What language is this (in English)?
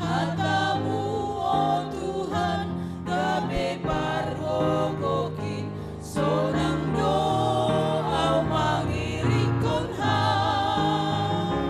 Batak Simalungun